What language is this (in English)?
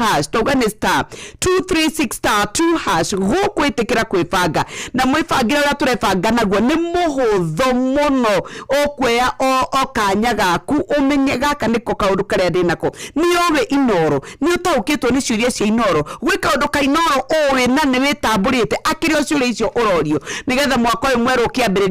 Kikuyu